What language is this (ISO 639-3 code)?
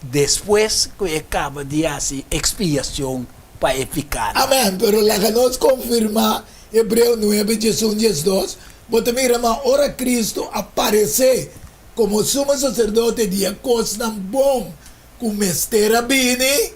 pap